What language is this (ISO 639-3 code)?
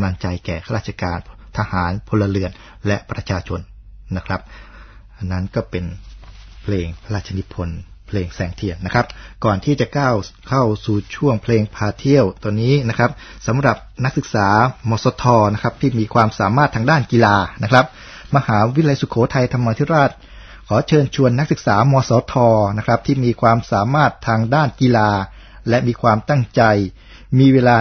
tha